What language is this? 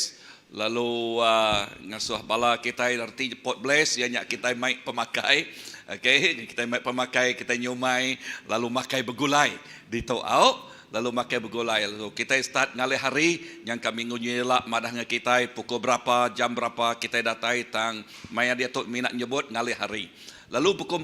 Iban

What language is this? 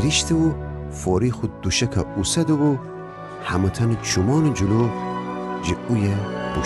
Gilaki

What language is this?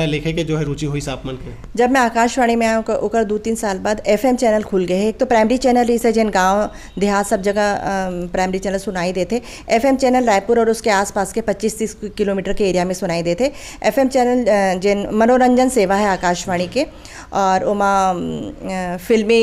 Chhattisgarhi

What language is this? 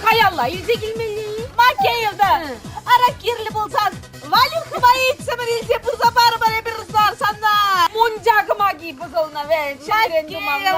Chuvash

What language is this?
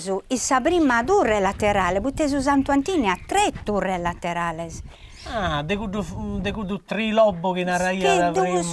Sardinian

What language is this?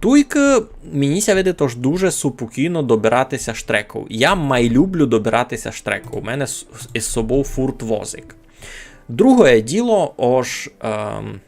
Rusyn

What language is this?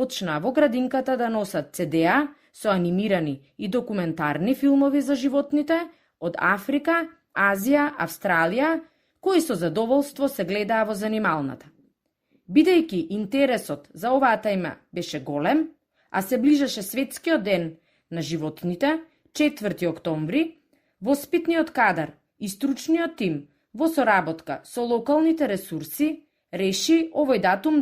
Macedonian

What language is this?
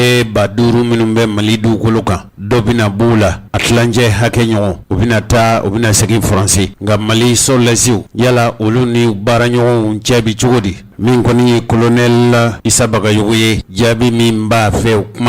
Bambara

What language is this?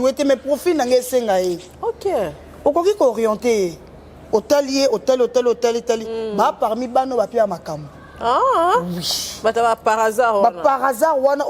Lingala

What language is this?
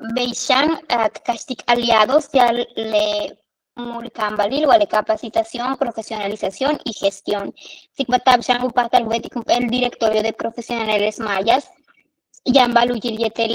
Yucateco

